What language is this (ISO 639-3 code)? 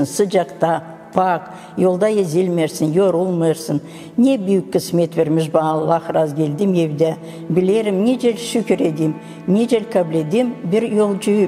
gag